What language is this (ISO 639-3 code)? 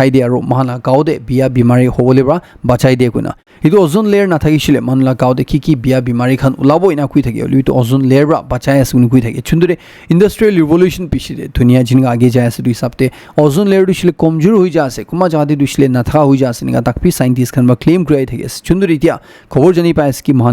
nag